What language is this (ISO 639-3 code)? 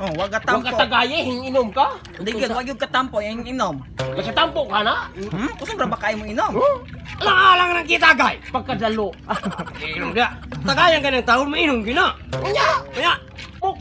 ceb